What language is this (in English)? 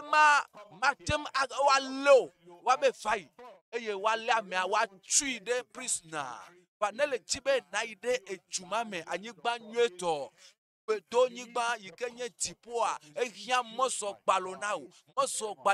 Ewe